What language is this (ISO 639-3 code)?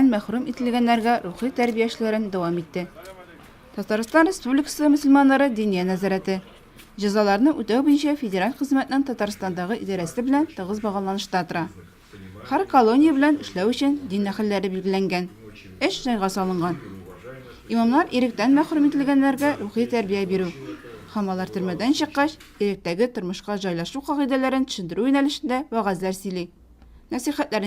tat